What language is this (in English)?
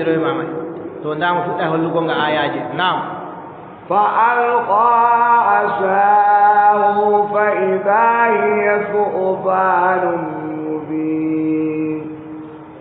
Adamawa Fulfulde